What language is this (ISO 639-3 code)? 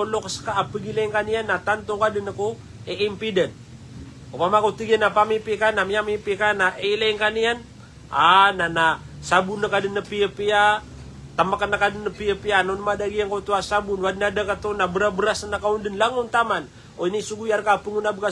mrw